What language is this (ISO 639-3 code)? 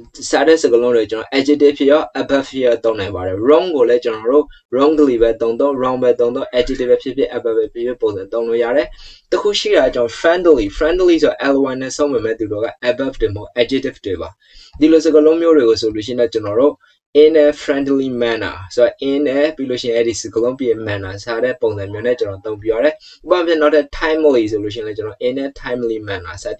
mya